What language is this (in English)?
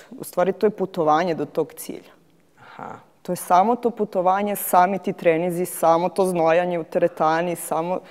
Serbian